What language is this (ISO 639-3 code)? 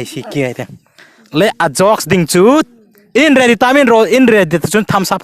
hmr